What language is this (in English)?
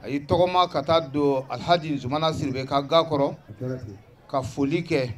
Bambara